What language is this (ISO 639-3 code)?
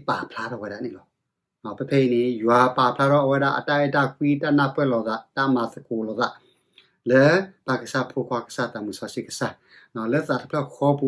ksw